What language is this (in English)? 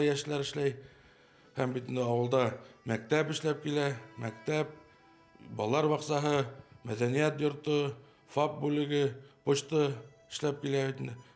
Bashkir